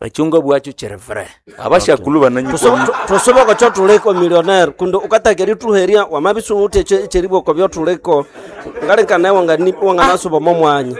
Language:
Nande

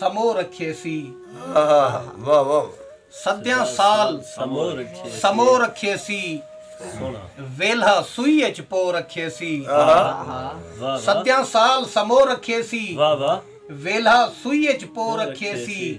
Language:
Saraiki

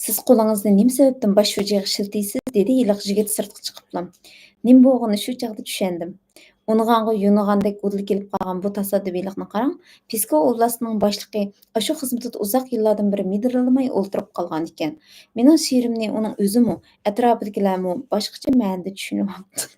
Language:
Uyghur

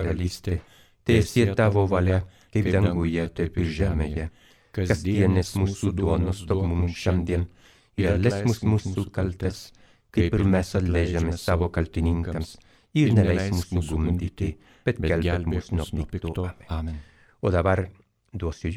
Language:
Lithuanian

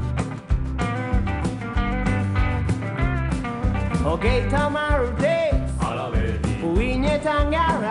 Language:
Basque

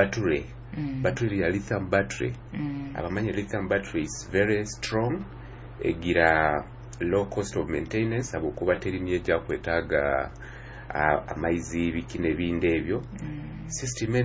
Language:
Nyoro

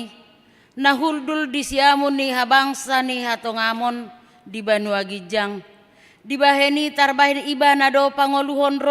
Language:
Batak Toba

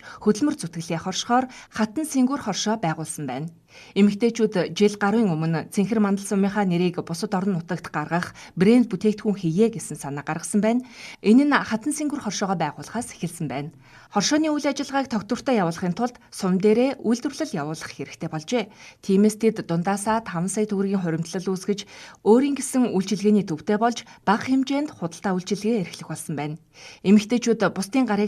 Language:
Mongolian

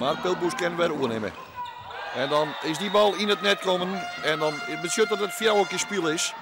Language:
Western Frisian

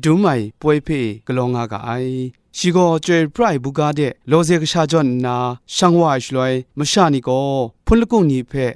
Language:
Kachin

